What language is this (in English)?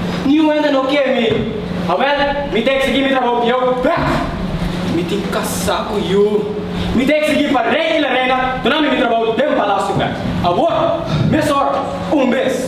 Papiamento